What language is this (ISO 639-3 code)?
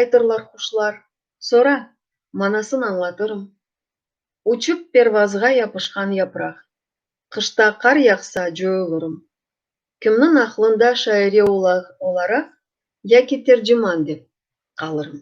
crh